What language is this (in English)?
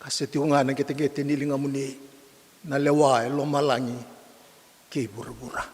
Fijian